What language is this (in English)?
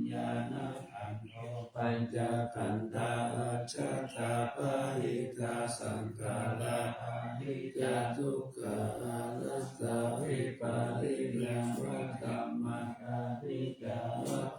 Pali